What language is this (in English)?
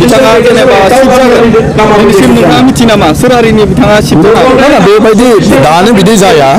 Bodo